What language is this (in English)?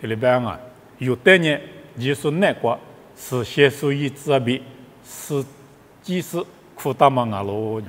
Lisu